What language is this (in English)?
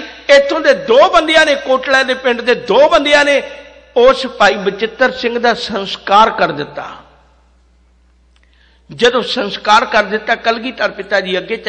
Punjabi